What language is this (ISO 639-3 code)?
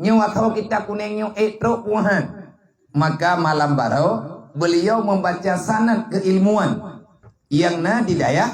ace